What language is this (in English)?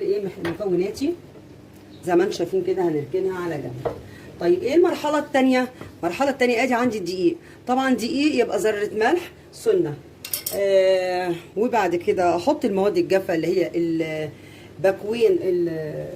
Egyptian Arabic